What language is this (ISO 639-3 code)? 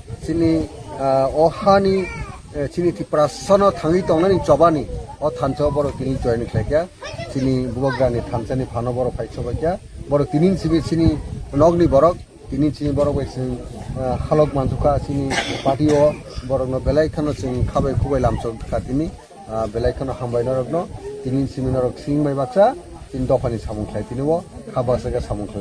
trp